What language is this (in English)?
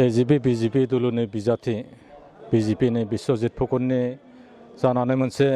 Bodo